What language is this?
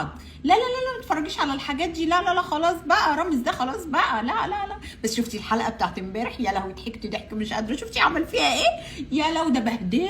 Egyptian Arabic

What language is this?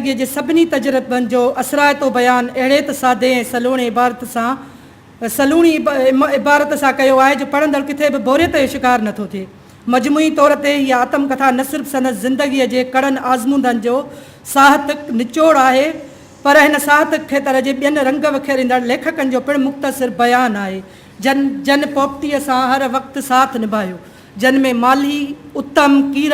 Sindhi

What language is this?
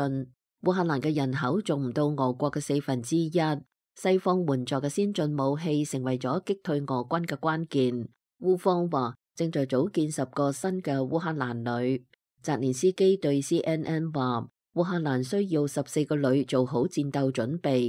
Cantonese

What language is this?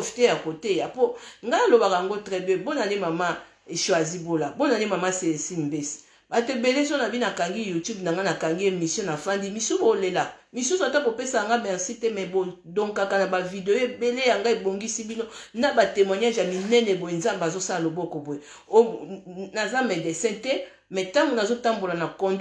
Lingala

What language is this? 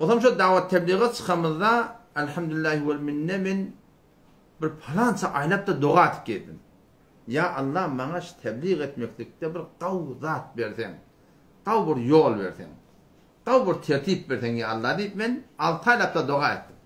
Turkmen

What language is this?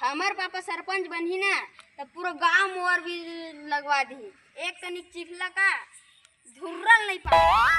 Chhattisgarhi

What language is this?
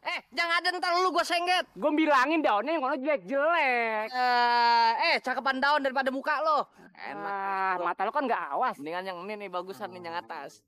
Betawi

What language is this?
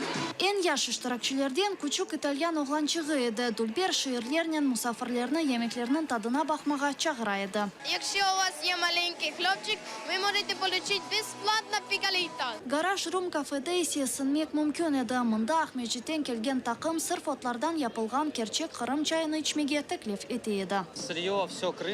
Crimean Tatar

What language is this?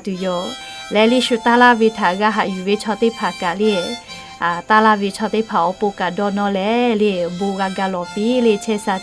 Lahu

